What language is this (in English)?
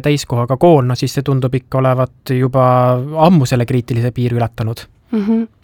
Estonian